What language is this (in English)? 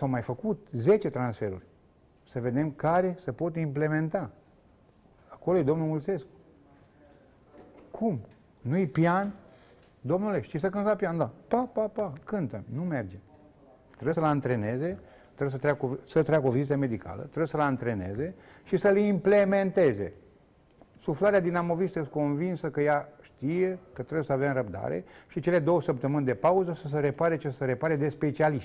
Romanian